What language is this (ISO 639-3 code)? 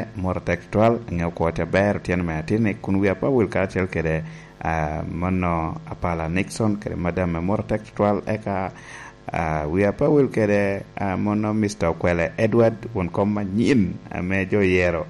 laj